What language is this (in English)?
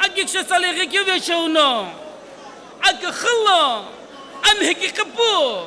Sumi Naga